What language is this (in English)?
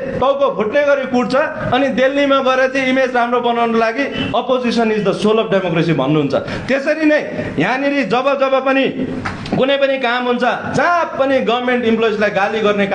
Nepali